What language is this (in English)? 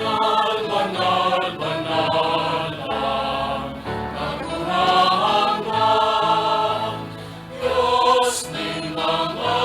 Bikol